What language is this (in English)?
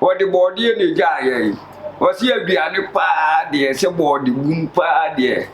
Akan